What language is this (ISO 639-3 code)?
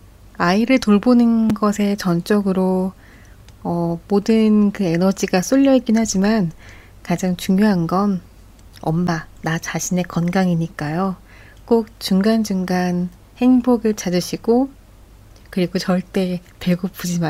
kor